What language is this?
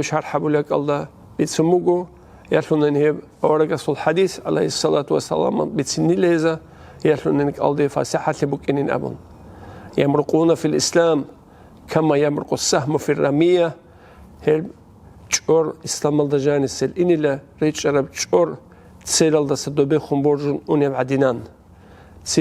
Avaric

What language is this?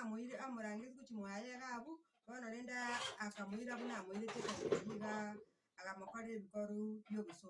Gusii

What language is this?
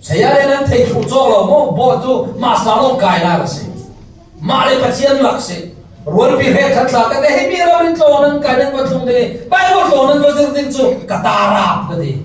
Falam Chin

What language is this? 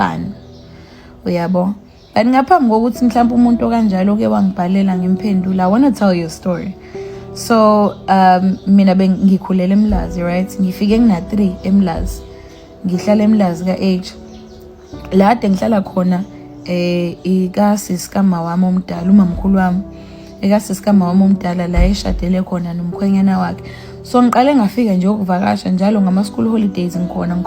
Zulu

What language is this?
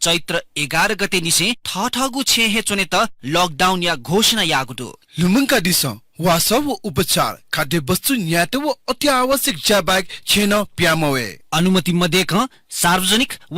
Newari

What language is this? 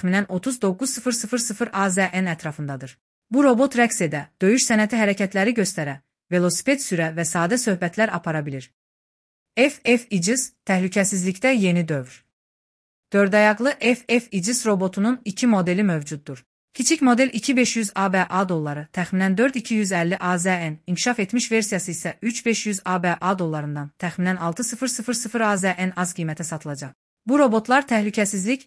Azerbaijani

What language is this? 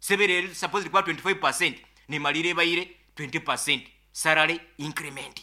Nyoro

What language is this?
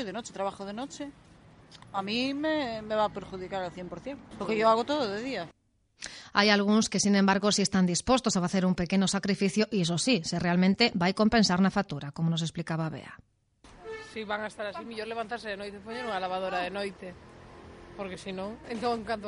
Galician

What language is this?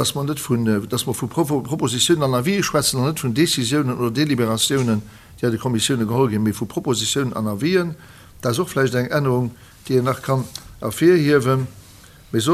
Luxembourgish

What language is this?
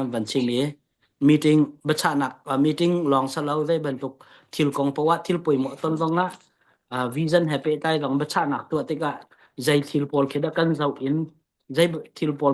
Hakha Chin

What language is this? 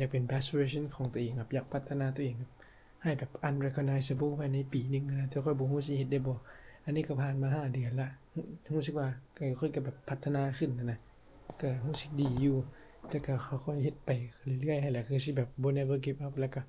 Lao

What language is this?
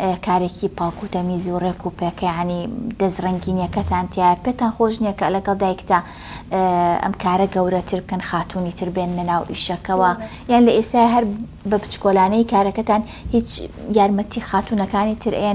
Central Kurdish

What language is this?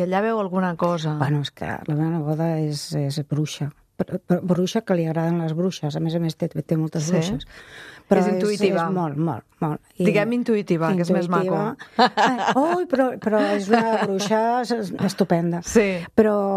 Catalan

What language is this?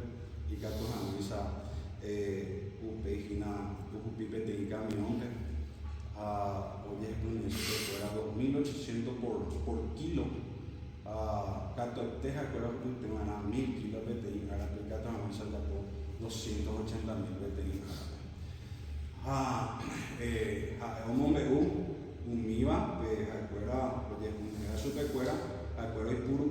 Guarani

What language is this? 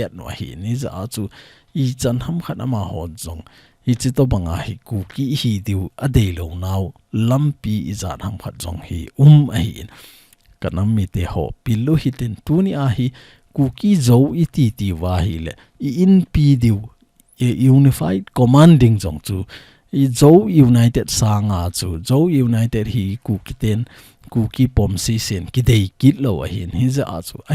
Thado Chin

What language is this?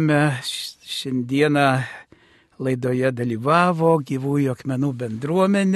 Lithuanian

